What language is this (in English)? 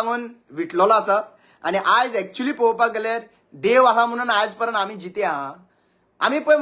Konkani